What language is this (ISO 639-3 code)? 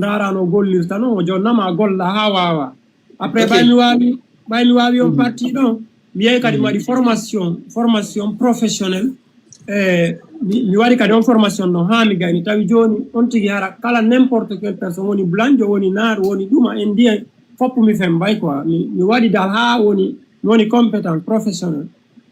ful